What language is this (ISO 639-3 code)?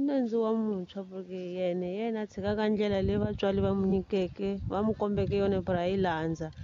tso